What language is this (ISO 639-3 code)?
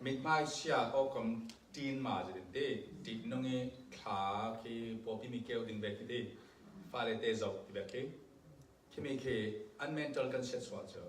cfm